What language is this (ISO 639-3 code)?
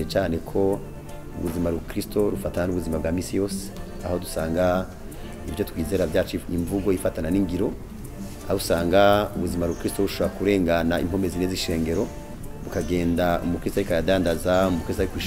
run